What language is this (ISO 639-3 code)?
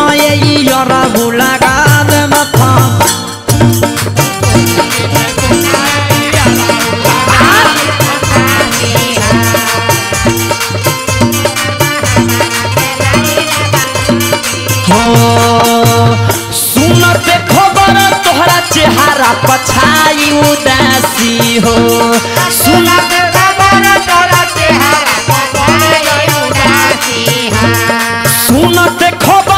bho